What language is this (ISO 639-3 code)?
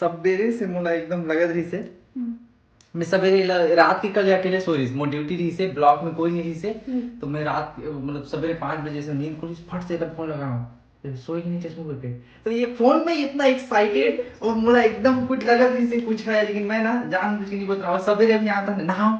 hne